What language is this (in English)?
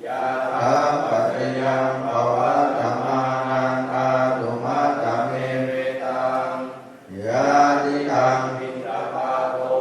Pali